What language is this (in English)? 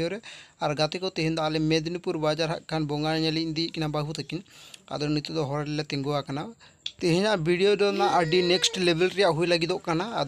Santali